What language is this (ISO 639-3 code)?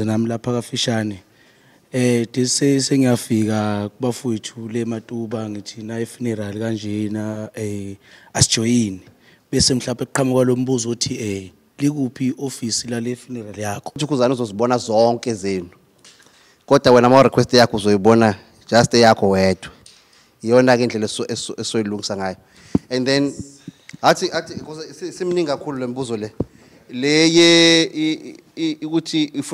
zul